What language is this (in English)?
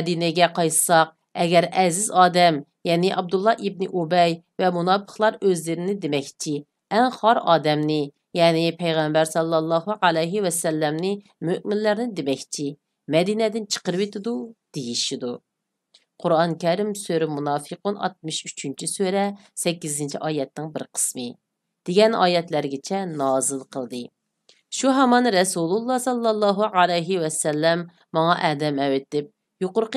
Uyghur